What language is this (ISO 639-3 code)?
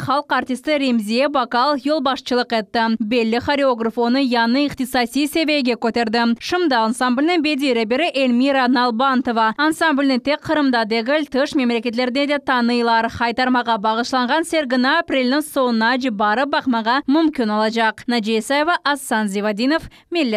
crh